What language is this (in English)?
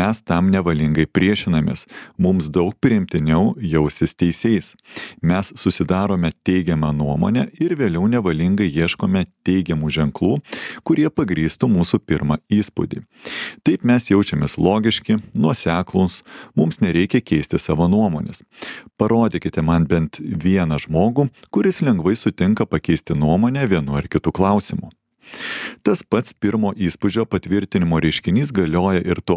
Lithuanian